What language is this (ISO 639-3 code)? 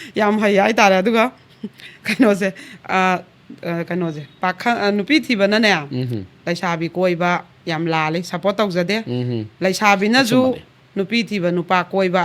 mni